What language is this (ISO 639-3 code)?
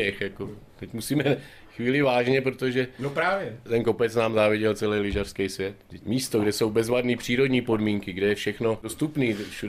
ces